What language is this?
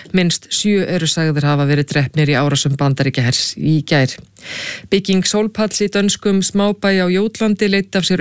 Icelandic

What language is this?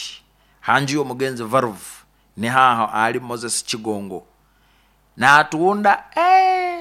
Nyoro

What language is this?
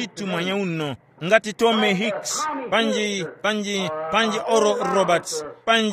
Tumbuka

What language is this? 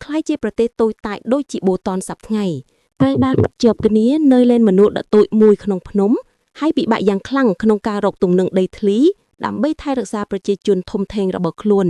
Khmer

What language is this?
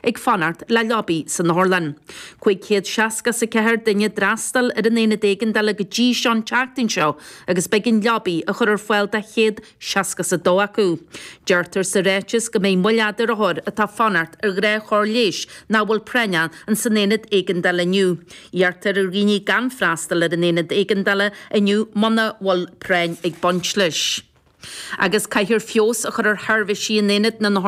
Irish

